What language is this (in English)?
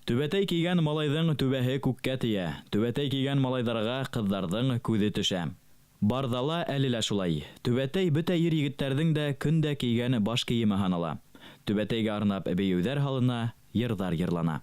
Bashkir